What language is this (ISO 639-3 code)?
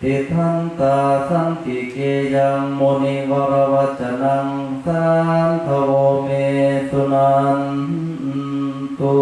pli